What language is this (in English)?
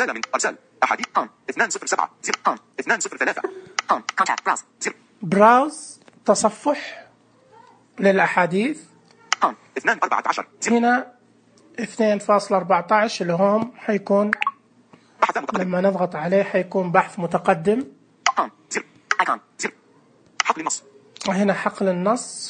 Najdi Arabic